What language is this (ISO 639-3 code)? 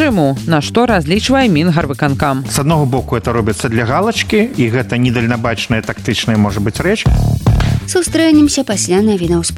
bel